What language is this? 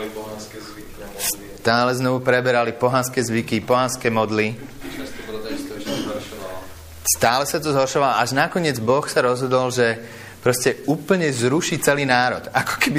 Slovak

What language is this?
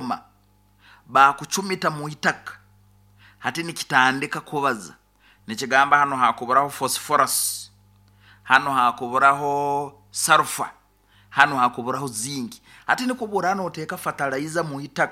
Nyankole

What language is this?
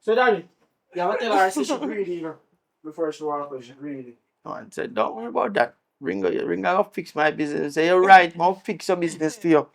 Jamaican Creole English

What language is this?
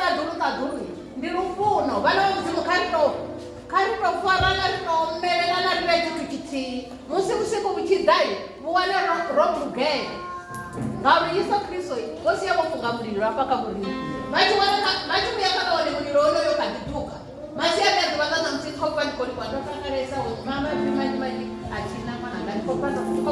Venda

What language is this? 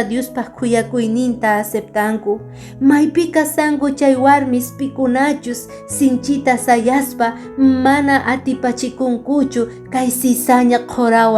Quechua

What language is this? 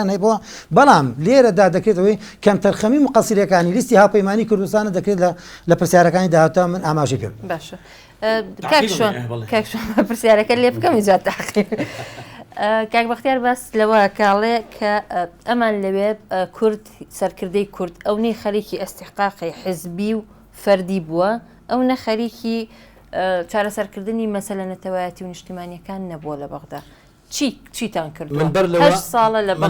Central Kurdish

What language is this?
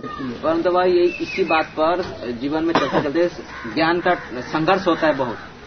Hindi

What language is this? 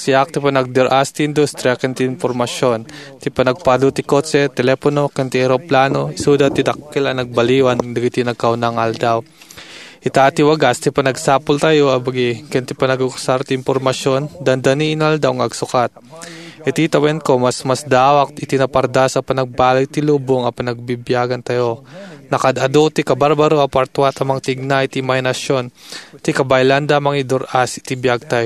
Iloko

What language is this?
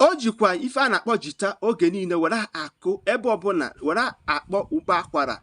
Igbo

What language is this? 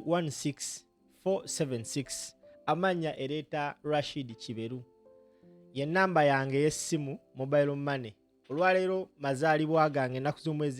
Ganda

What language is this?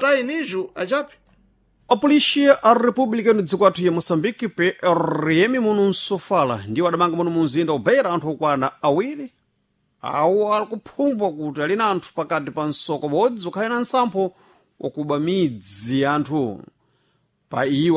Sena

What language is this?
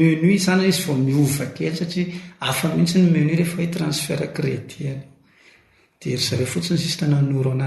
Malagasy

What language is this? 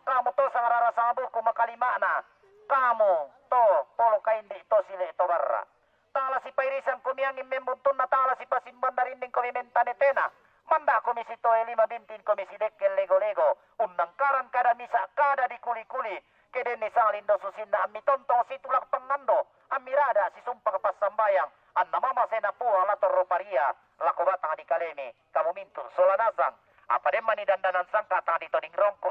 Toraja-Sa'dan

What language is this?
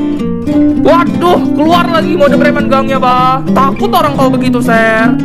Indonesian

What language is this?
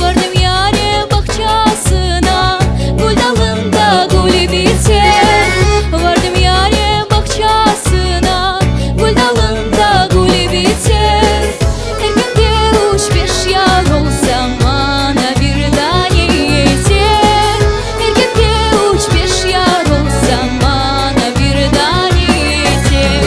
Crimean Tatar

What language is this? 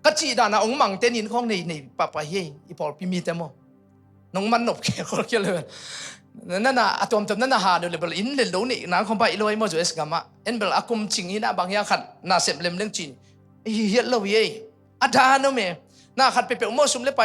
Tedim Chin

